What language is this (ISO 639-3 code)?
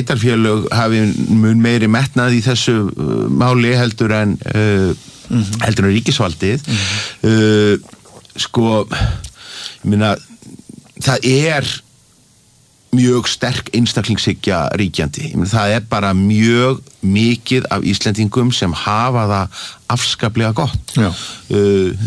isl